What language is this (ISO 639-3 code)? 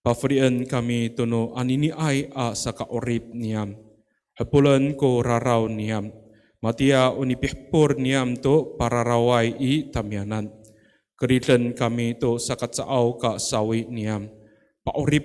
ami